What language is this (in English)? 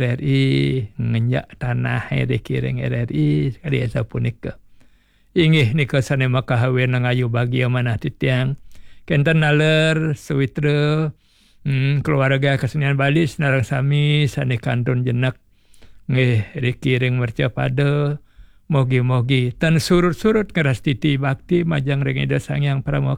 Balinese